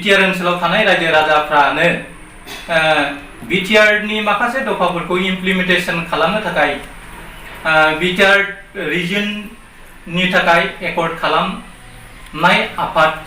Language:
Bodo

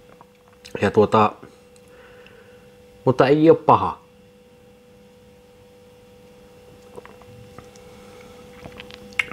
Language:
Finnish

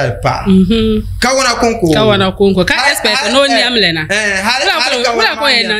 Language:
Dagbani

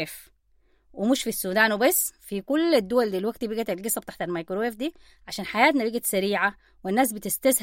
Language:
Sudanese Arabic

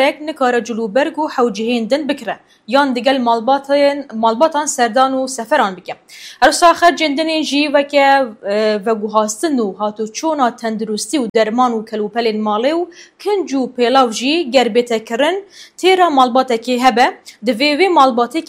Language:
Kurdish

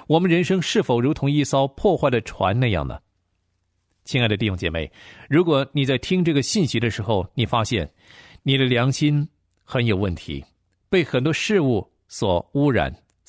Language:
Chinese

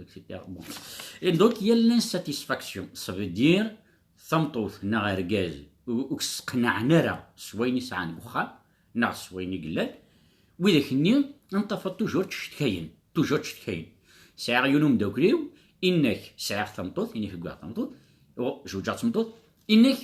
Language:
Kabyle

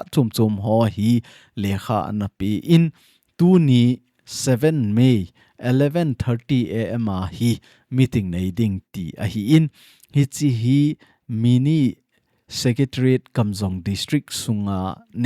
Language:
Thado Chin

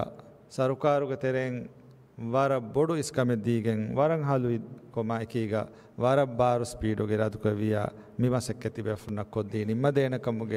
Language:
Divehi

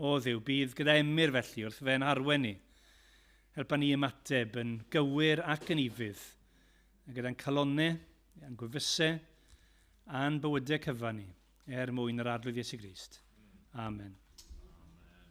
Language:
Welsh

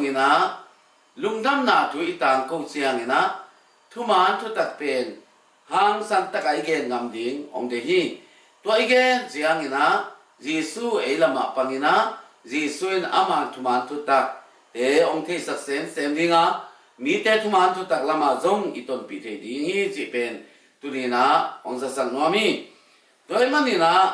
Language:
Tedim Chin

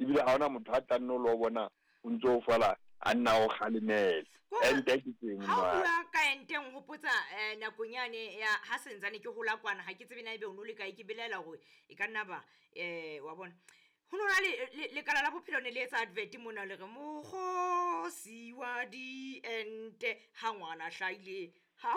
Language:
Southern Sotho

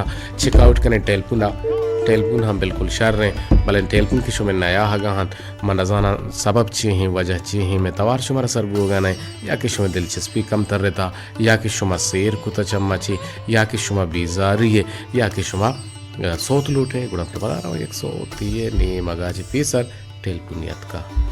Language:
Baluchi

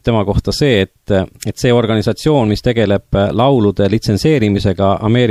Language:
Estonian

